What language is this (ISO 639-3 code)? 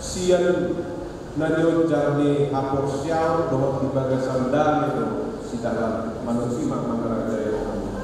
bbc